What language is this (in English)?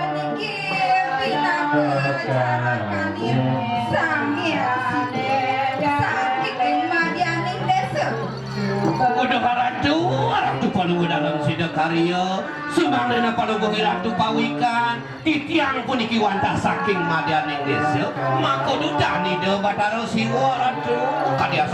Balinese